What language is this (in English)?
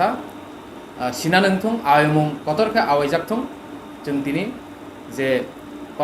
Kok Borok